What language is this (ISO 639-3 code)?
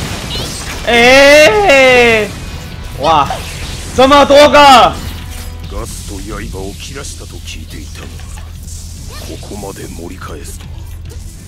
jpn